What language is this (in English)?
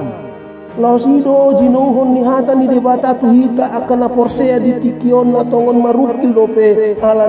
Batak Toba